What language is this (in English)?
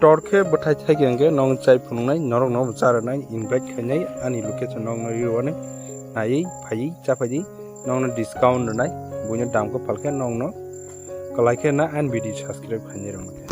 Kok Borok